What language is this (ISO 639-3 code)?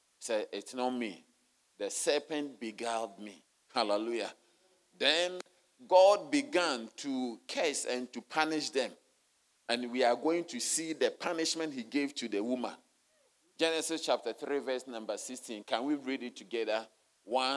eng